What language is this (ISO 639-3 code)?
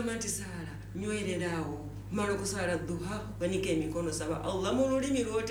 lug